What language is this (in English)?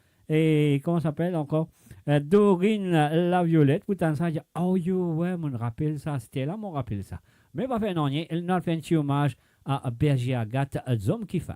Morisyen